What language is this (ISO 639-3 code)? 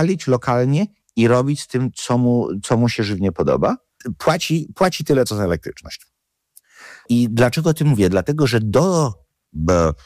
pol